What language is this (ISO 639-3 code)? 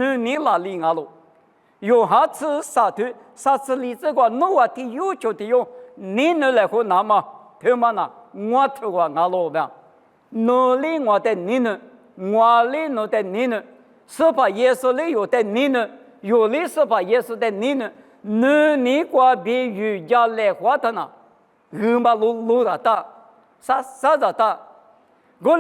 lis